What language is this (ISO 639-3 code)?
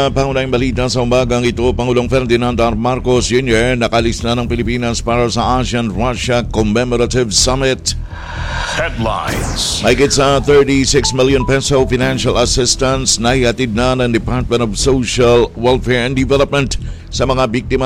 fil